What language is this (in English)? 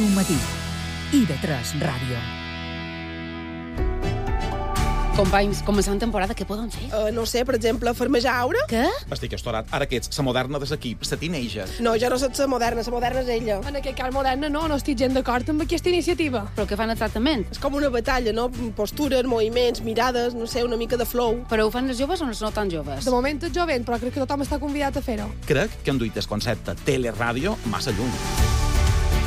Catalan